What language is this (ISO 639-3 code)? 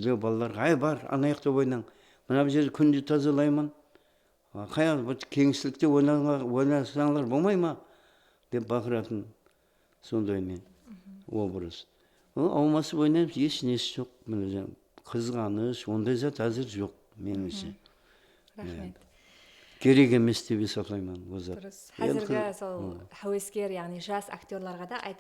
kaa